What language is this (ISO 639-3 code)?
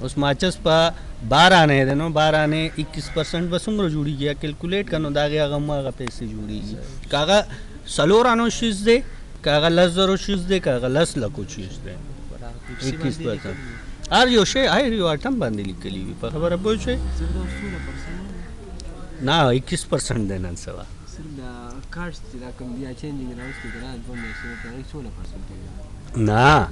pus